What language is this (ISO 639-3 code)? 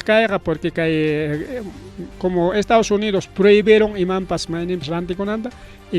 quy